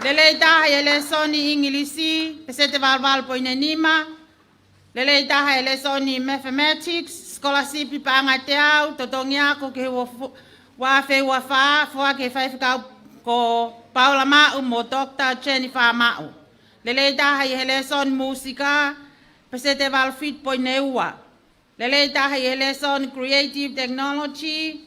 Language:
Tongan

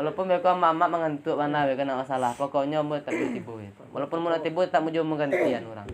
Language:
Minangkabau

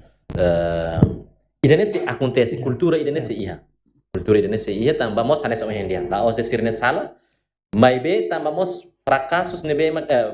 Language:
Tetum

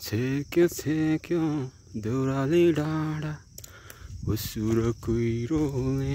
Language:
Nepali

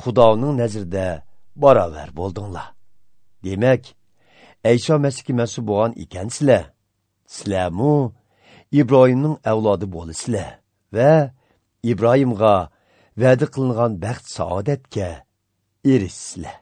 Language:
Uyghur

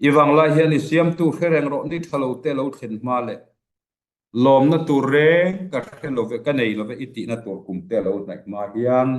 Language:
Mizo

